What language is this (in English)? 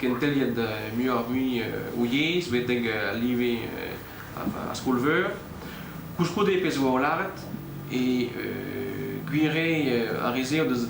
Breton